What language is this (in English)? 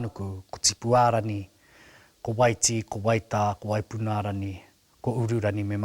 Māori